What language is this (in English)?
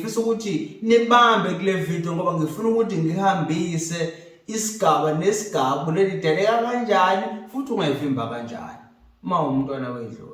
Zulu